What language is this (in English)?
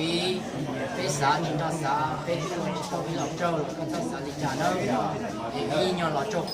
Hmong